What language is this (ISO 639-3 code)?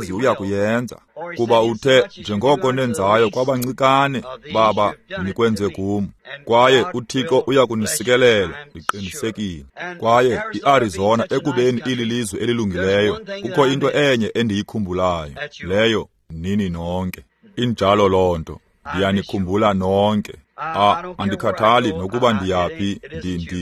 xho